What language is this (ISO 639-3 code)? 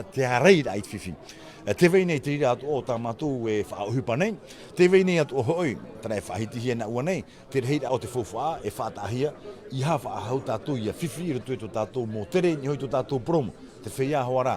tah